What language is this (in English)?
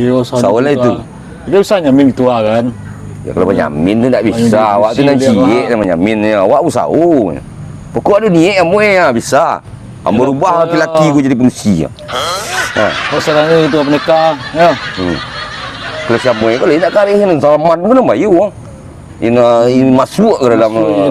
Minangkabau